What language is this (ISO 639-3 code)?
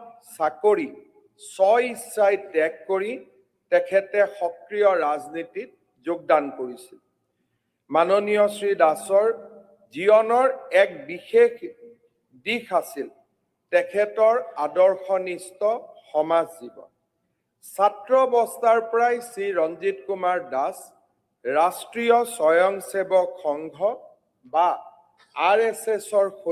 asm